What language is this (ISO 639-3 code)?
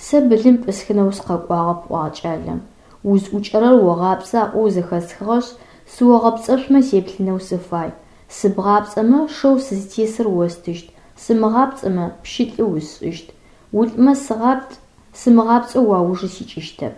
ady